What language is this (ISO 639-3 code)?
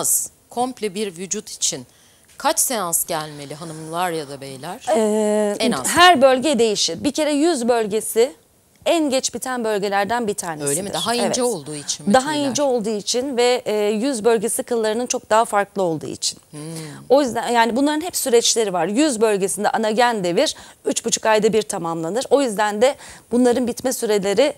tur